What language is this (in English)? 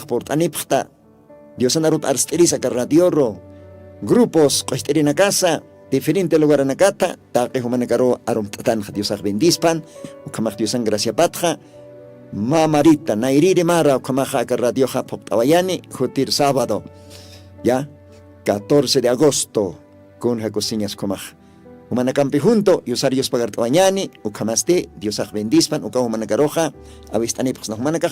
Aymara